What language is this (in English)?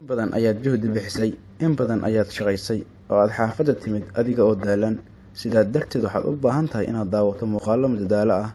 Somali